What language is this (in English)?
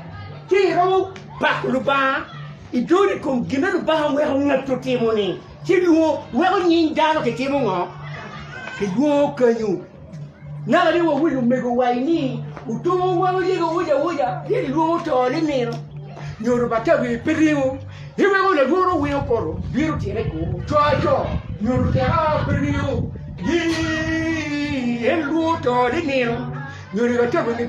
Acoli